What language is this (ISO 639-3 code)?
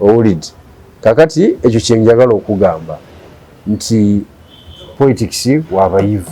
lug